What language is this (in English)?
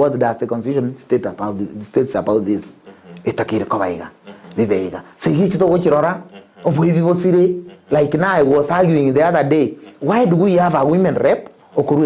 Gusii